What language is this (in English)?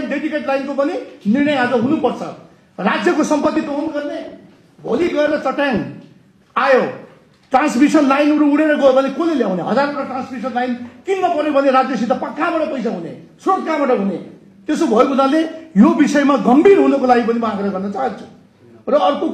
Nepali